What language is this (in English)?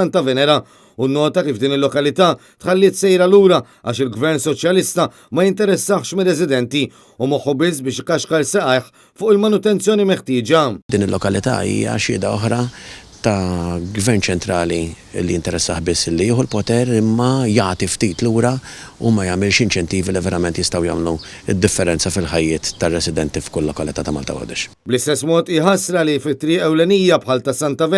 Maltese